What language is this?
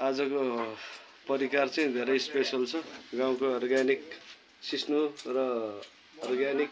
Nepali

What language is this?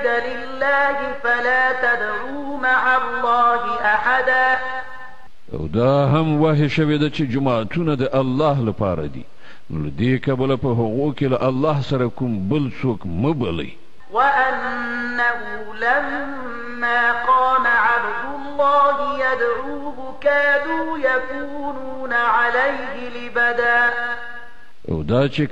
Pashto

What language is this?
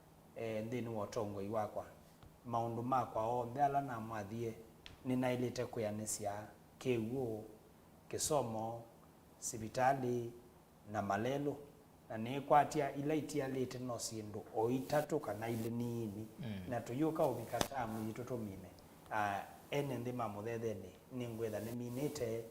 Kamba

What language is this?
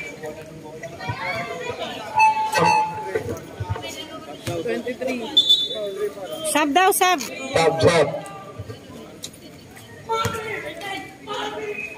Filipino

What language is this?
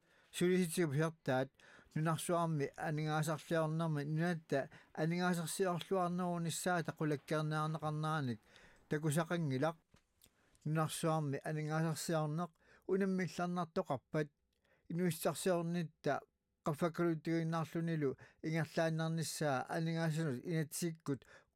Kalaallisut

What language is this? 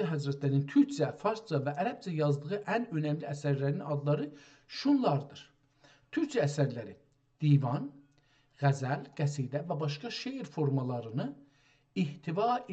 South Azerbaijani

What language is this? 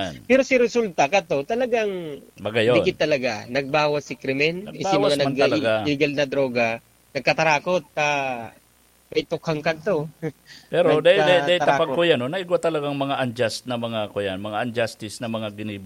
Bikol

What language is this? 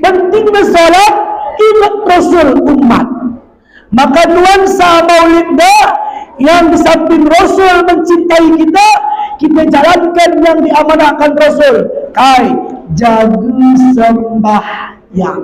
Batak Alas-Kluet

